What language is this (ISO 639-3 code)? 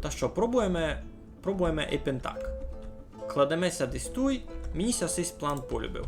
rue